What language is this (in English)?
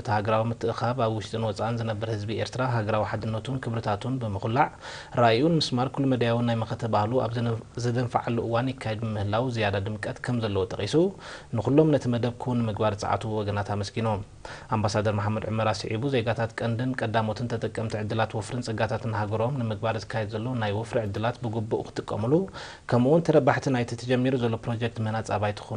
Tigrinya